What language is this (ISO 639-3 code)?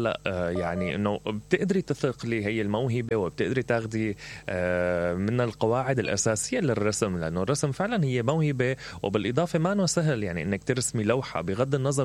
acm